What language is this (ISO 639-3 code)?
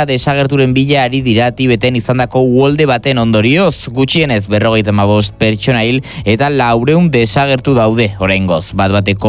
eus